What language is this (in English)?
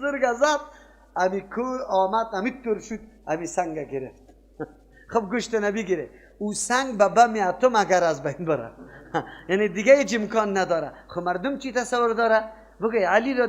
Persian